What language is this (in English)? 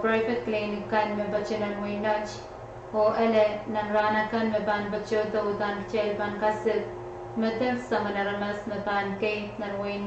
Pohnpeian